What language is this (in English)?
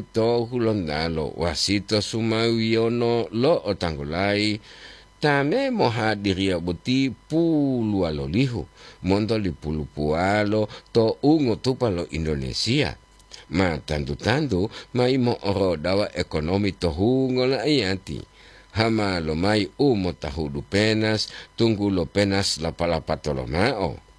Gorontalo